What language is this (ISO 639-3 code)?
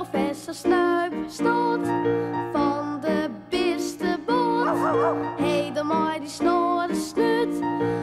fry